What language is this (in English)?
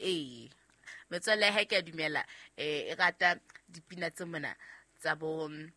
Southern Sotho